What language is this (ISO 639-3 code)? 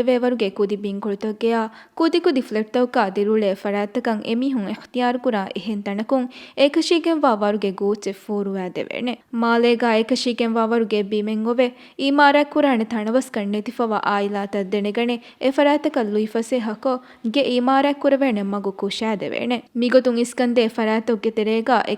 div